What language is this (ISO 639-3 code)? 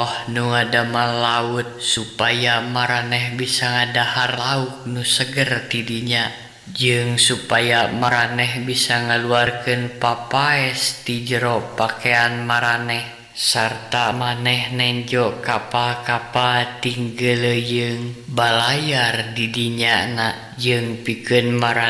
sun